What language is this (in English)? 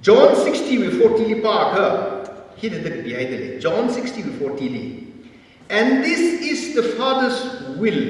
Tangkhul Naga (India)